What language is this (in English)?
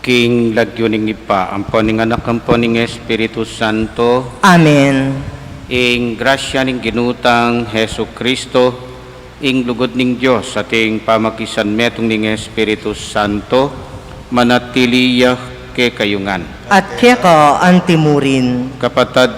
Pampanga